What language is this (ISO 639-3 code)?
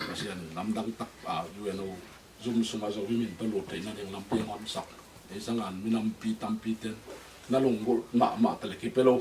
ctd